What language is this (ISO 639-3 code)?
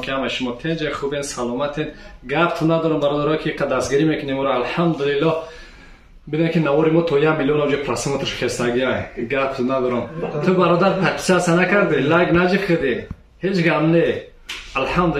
tgk